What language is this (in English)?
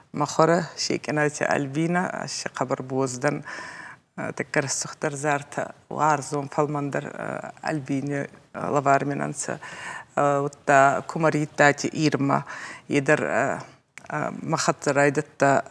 Ossetic